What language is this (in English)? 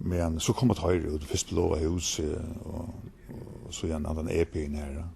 Faroese